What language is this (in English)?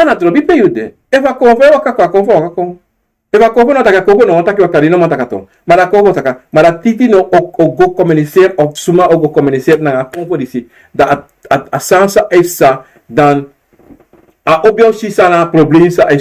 Sranan Tongo